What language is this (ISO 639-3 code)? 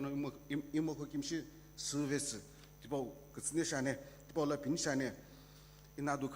nsm